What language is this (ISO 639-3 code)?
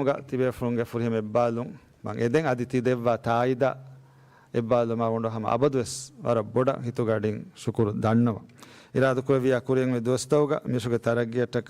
div